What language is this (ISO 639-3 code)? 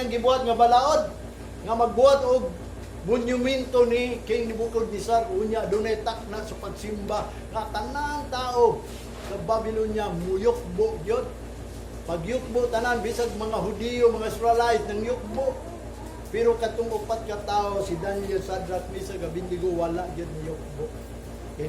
ceb